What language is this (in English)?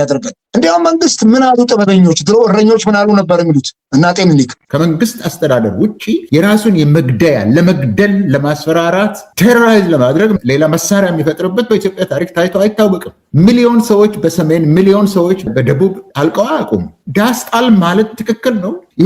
Amharic